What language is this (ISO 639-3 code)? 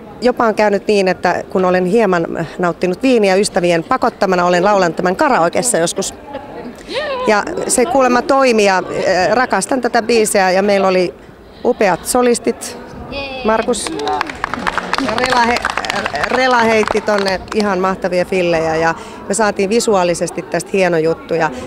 fin